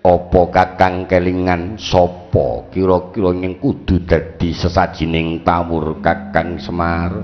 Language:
Javanese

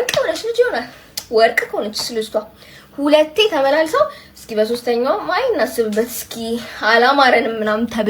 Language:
Amharic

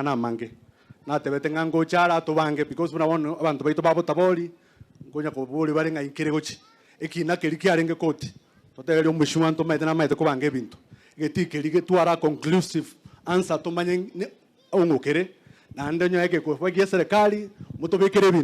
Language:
Gusii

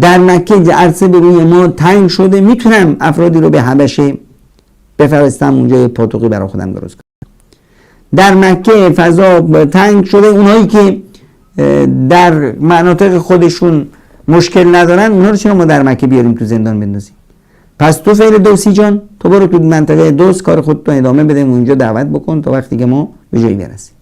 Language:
Persian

